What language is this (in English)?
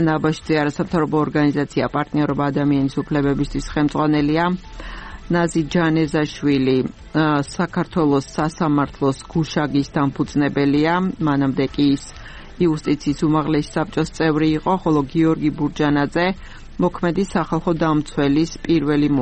Georgian